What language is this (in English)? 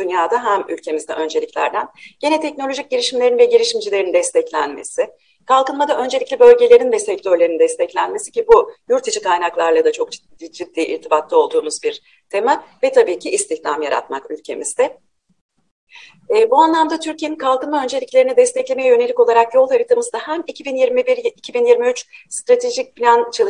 Turkish